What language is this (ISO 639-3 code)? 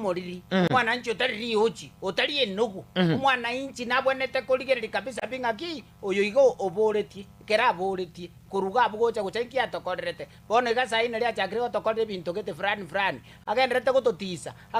guz